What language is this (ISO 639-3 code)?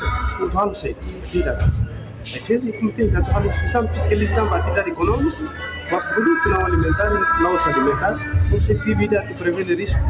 tet